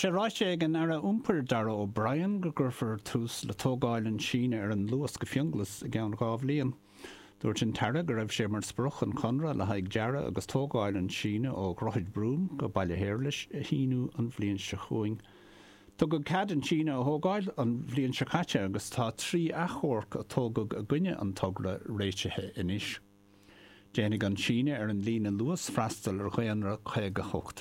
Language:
Irish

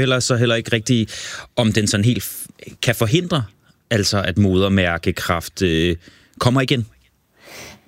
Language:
Danish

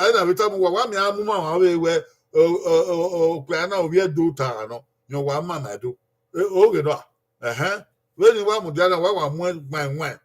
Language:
Bini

